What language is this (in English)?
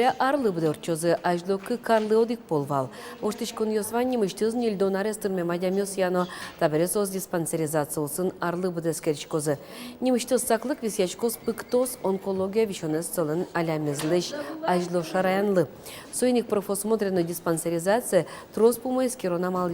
Udmurt